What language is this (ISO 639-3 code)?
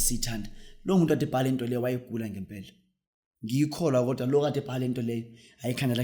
zul